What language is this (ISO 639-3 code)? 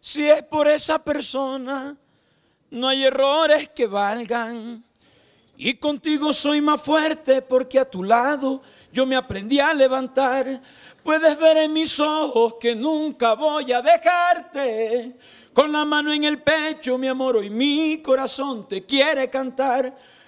spa